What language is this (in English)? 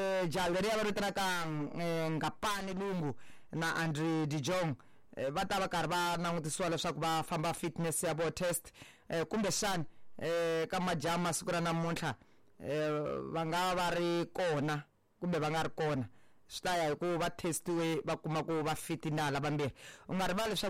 Tsonga